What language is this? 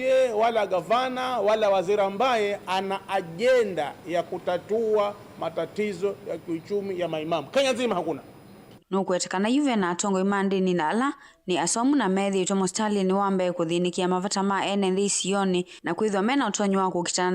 Kamba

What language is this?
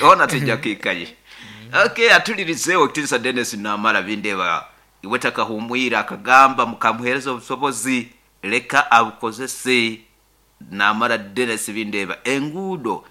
Nyoro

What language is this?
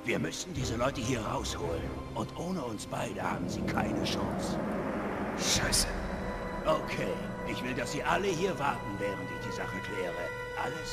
Bavarian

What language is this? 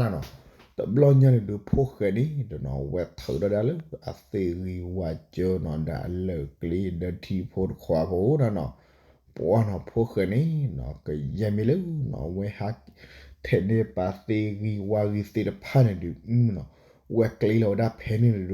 S'gaw Karen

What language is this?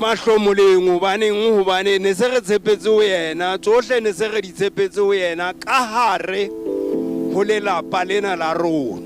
Southern Sotho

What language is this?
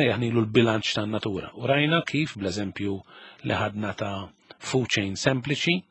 Maltese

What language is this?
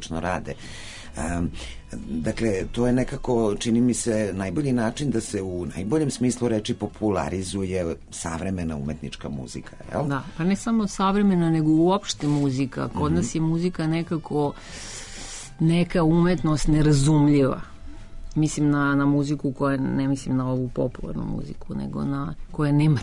Serbian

